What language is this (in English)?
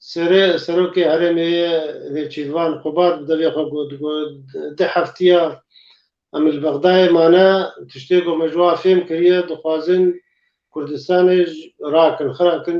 Kurdish